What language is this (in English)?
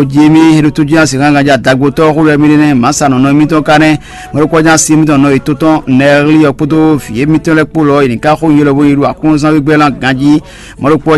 Fon